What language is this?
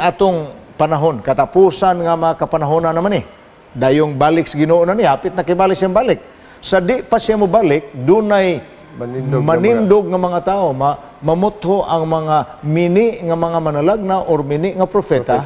Cebuano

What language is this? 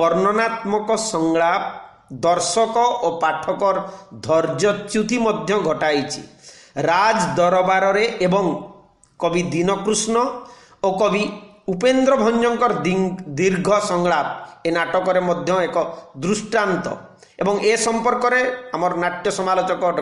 Odia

